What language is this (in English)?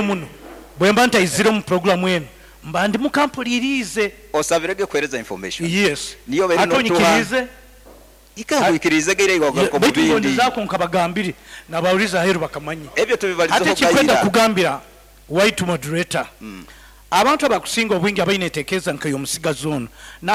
Nyoro